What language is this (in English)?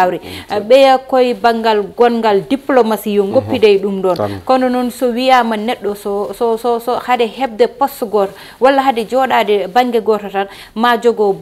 Fula